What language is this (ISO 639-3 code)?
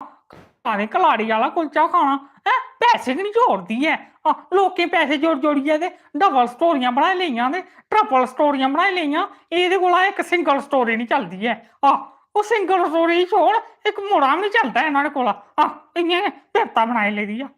doi